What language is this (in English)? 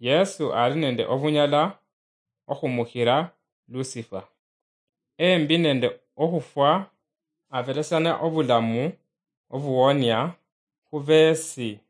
Luyia